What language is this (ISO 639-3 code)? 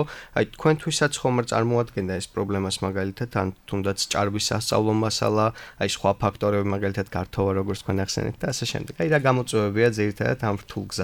kat